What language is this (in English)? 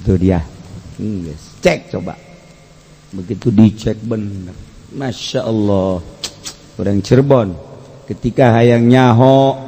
Sundanese